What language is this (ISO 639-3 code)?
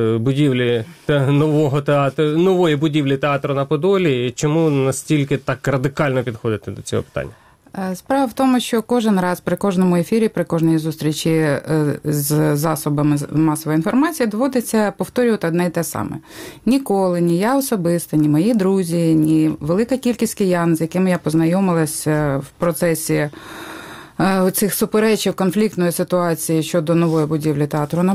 ukr